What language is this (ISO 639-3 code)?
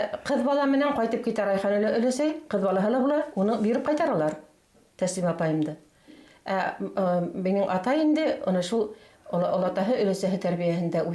bak